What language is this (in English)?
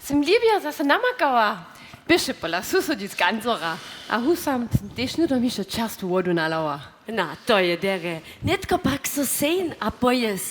Upper Sorbian